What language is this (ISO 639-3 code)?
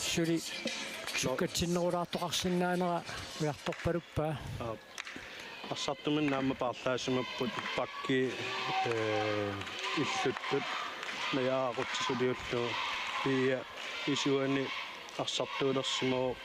kal